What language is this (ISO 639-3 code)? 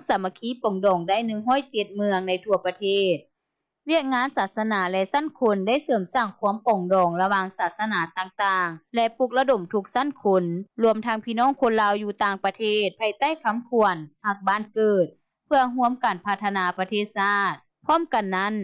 lao